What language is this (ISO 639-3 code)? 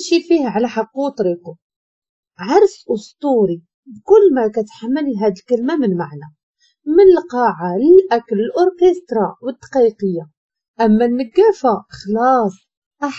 ary